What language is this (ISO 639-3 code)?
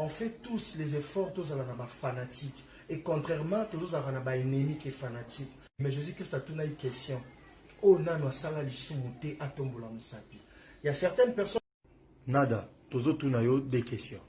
lin